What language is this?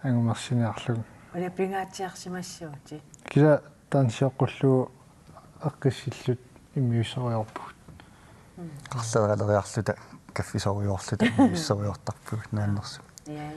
Kalaallisut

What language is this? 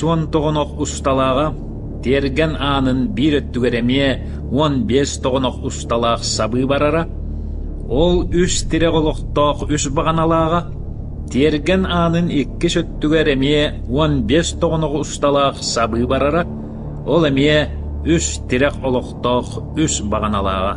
Yakut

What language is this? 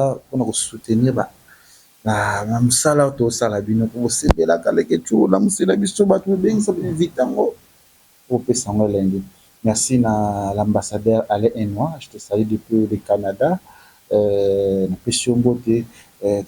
Lingala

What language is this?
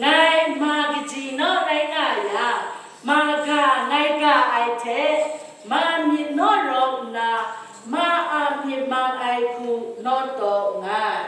Kachin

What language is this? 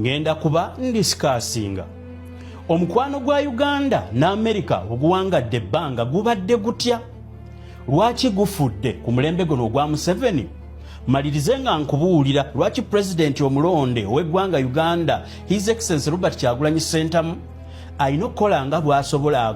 Ganda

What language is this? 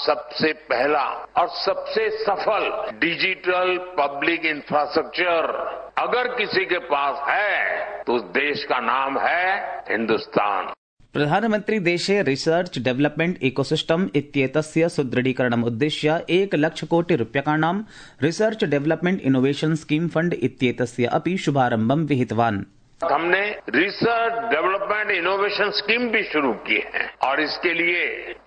Sanskrit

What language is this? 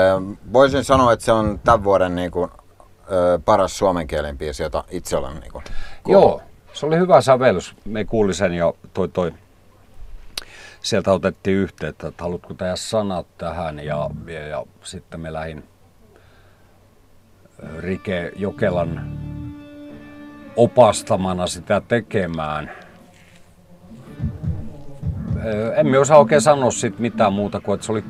Finnish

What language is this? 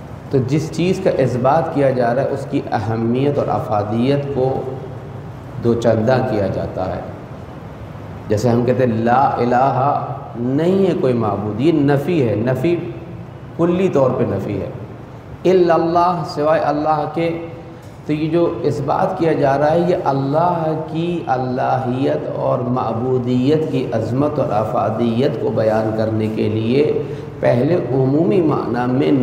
Urdu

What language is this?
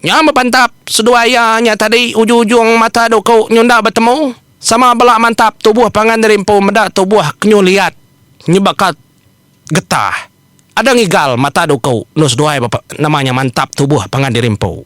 Iban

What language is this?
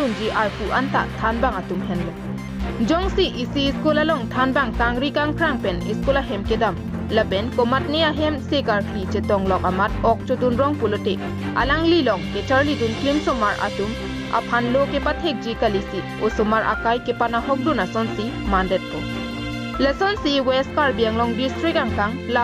Karbi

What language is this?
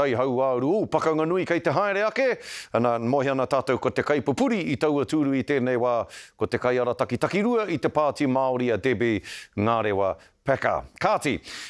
Māori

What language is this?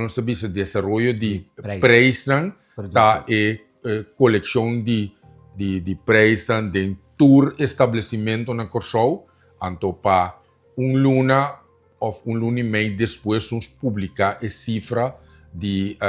Papiamento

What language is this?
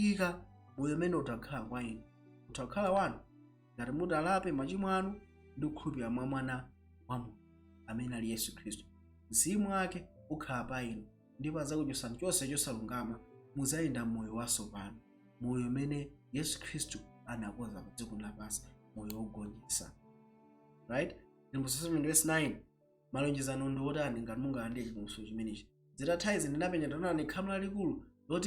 Nyanja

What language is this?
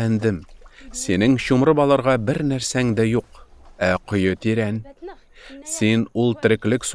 Tatar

